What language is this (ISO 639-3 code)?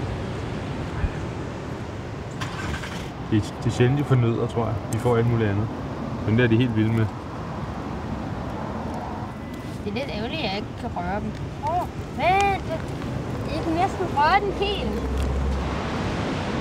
dan